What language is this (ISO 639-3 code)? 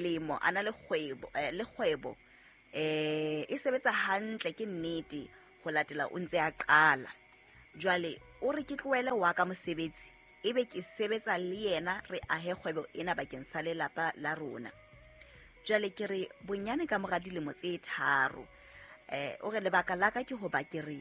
sot